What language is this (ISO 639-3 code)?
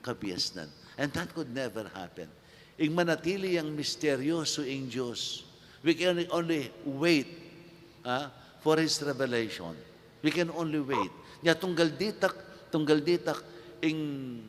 pam